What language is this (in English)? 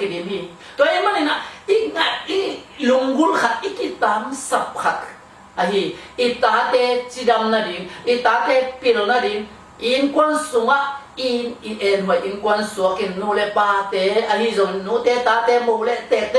Tedim Chin